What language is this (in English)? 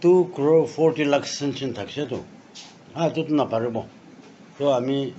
Naga Pidgin